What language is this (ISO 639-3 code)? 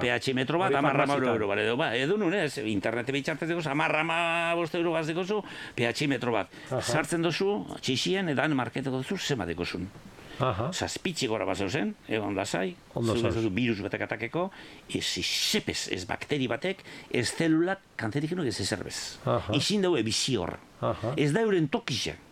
eus